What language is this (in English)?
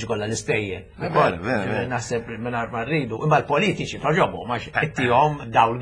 Maltese